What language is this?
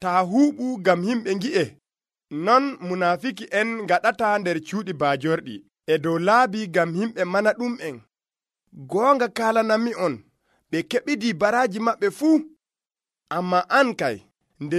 Nigerian Fulfulde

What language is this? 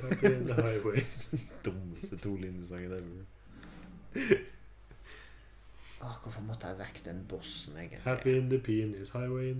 Norwegian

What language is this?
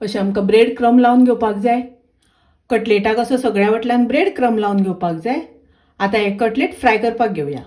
Konkani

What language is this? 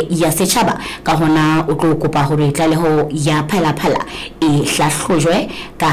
Southern Sotho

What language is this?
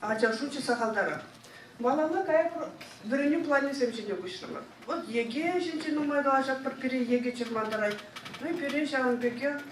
Chuvash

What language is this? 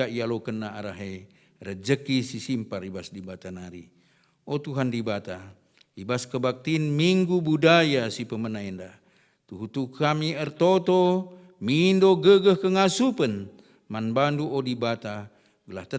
Batak Karo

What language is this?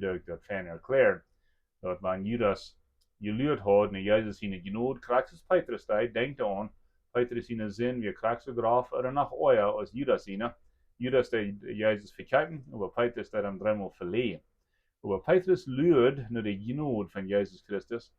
Plautdietsch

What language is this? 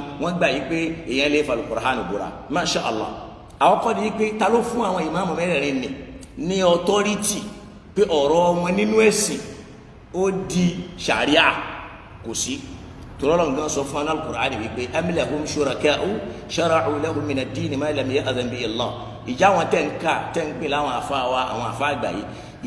Yoruba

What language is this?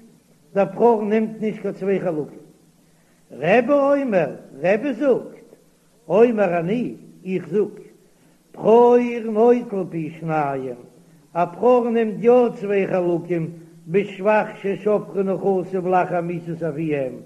Yiddish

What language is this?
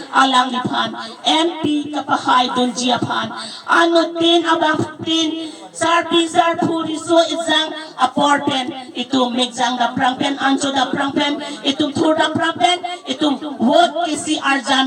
Karbi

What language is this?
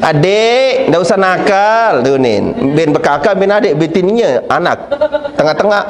Sasak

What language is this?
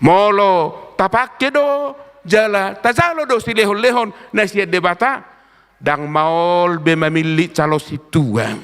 Batak Toba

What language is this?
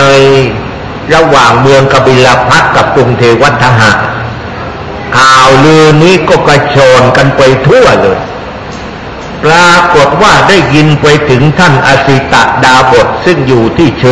Thai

